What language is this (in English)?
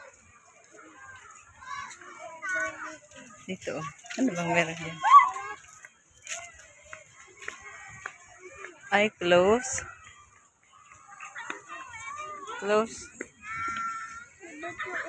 Filipino